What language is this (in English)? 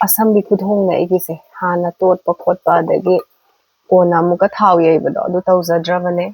Manipuri